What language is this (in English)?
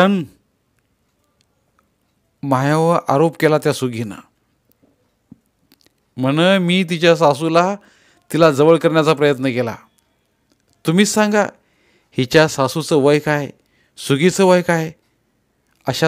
Marathi